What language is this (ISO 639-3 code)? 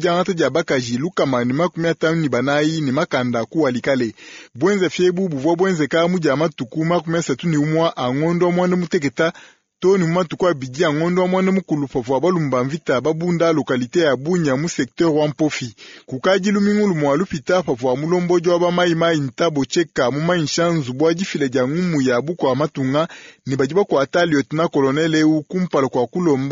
lua